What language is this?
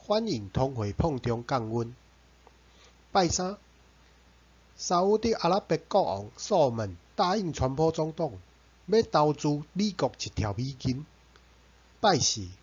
Min Nan Chinese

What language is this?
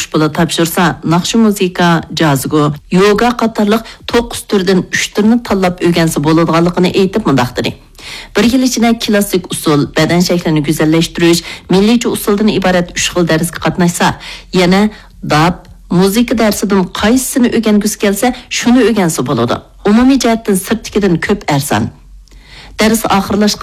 Uyghur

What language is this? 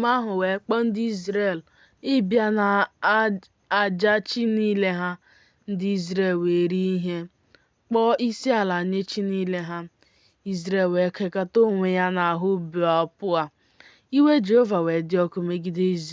Igbo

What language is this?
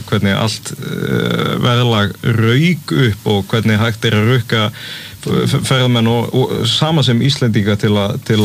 Icelandic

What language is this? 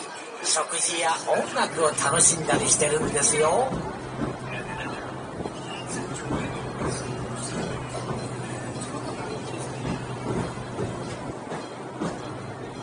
Japanese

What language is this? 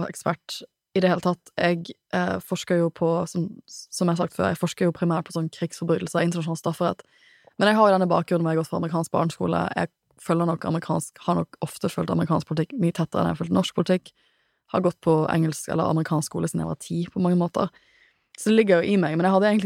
Norwegian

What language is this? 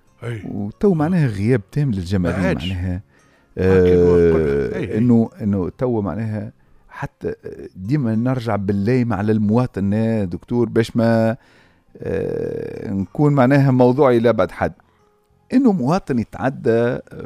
Tunisian Arabic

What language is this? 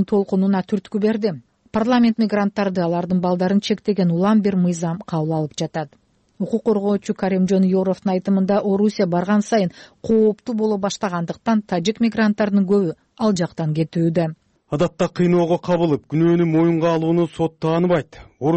Kyrgyz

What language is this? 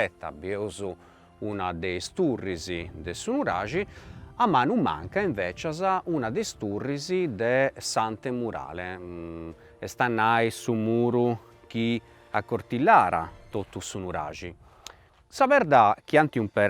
Sardinian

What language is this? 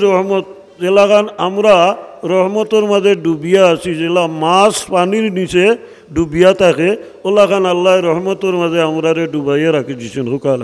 Sylheti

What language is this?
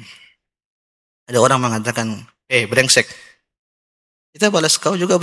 Indonesian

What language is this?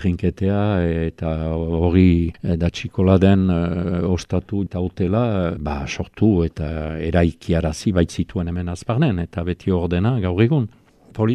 Basque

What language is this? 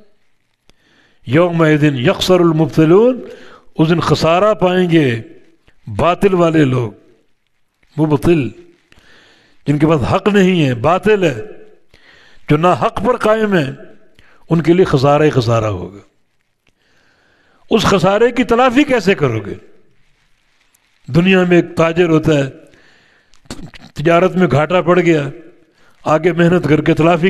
Urdu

